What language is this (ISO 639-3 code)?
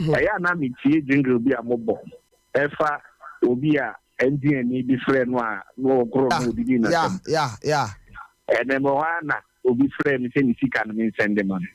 aka